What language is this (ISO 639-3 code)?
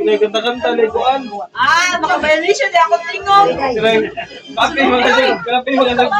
ceb